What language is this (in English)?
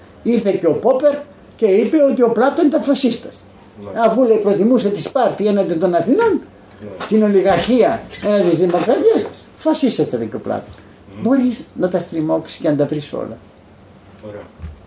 Greek